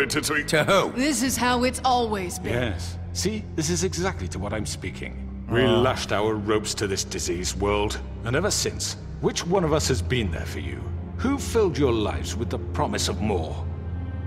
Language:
English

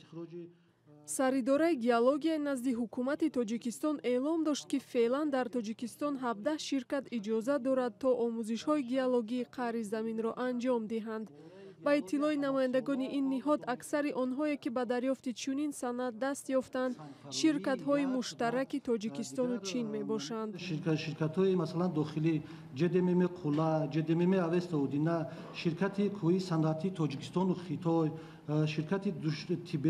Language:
Tajik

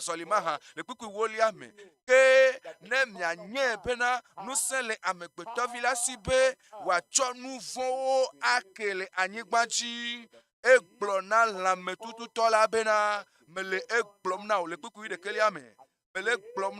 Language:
Ewe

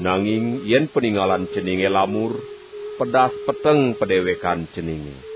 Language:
Balinese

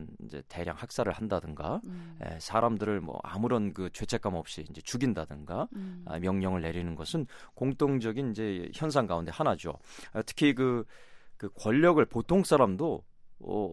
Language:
Korean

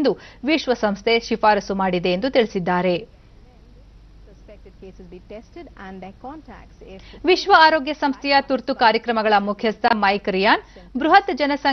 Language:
Kannada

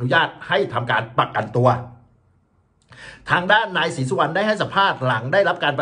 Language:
Thai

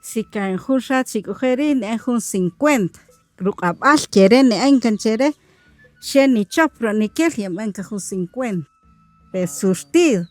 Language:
Kaqchikel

